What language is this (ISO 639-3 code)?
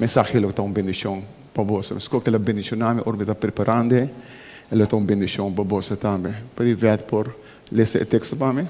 pap